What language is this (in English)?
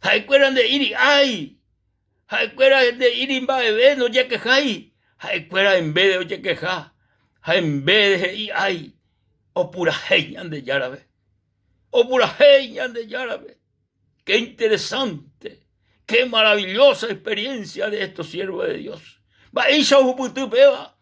Guarani